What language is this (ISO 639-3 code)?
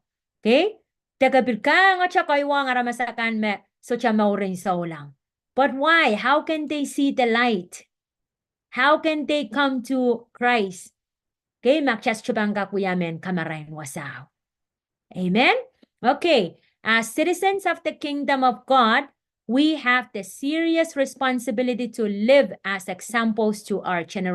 pon